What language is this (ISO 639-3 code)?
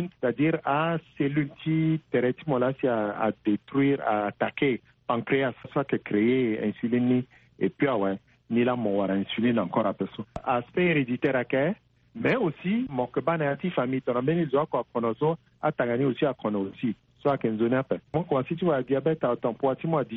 sag